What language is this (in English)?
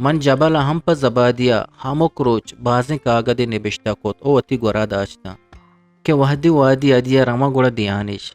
Eastern Balochi